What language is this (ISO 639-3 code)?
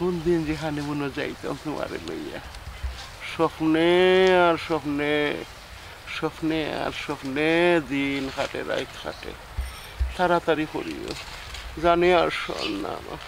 syl